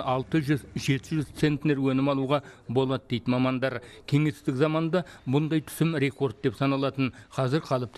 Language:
Kazakh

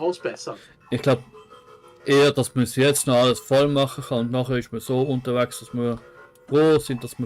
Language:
Swiss German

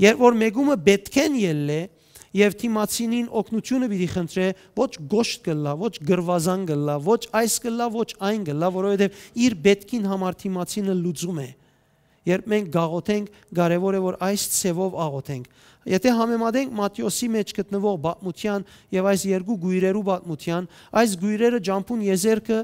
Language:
Western Armenian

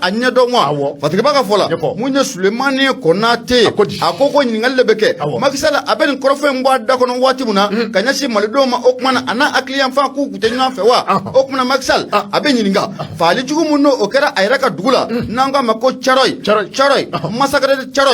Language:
Bambara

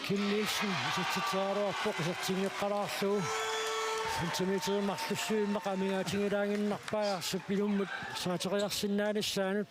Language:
Kalaallisut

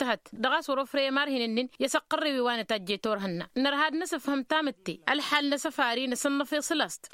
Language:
Tamasheq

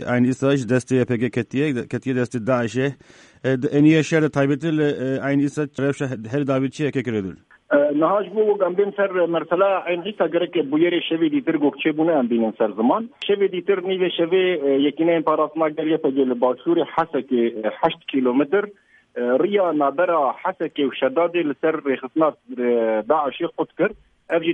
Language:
Kurdish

